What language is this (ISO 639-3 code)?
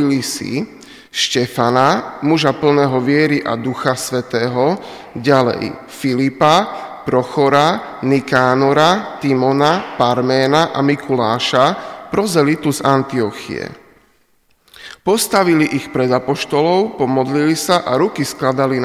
slk